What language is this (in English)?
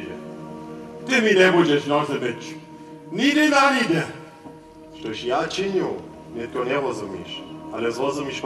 Upper Sorbian